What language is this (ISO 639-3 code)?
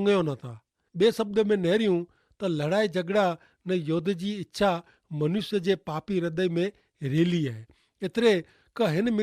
kfr